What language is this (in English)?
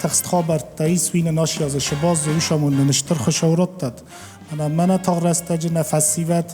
Ossetic